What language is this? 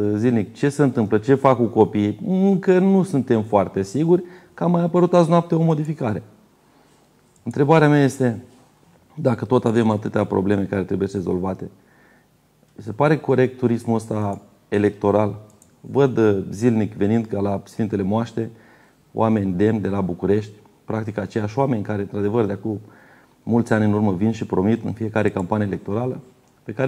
Romanian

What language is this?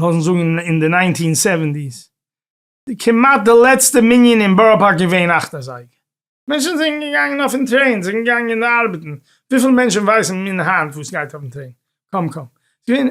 Yiddish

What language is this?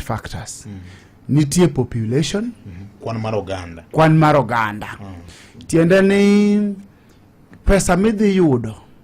Luo (Kenya and Tanzania)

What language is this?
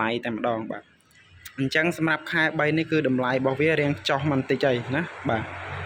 Khmer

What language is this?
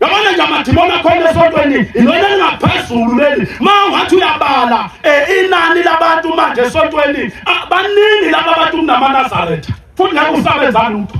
Zulu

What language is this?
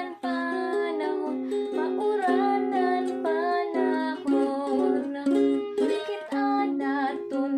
Waray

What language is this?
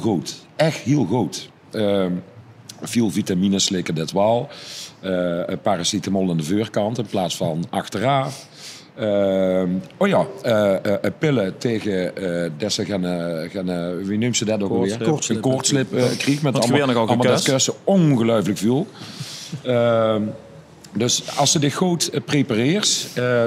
Limburgish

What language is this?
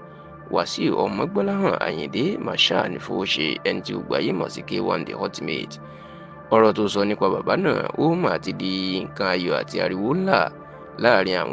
Yoruba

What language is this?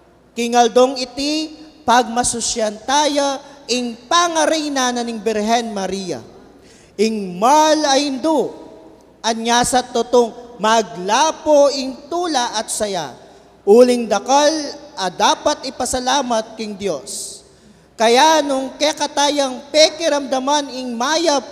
Pampanga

